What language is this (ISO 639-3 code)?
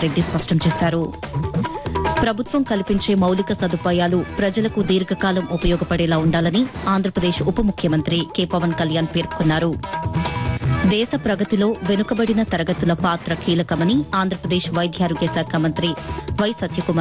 tel